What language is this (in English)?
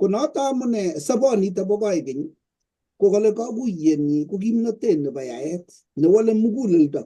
Kalenjin